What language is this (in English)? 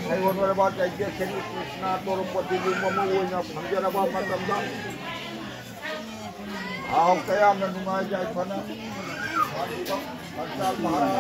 Manipuri